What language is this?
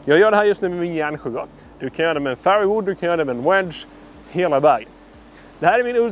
Swedish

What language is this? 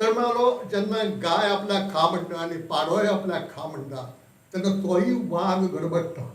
Konkani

